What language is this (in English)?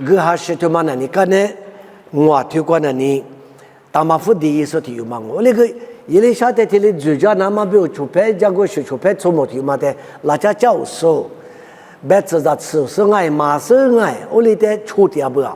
Lisu